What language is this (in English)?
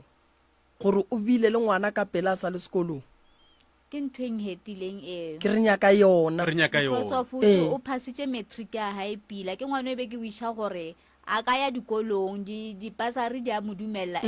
Northern Sotho